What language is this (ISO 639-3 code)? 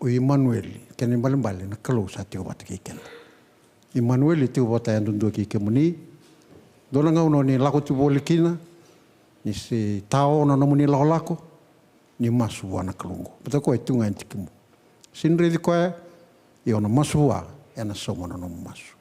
fij